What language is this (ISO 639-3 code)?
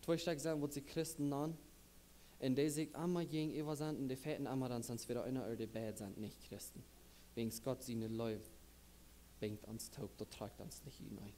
pdt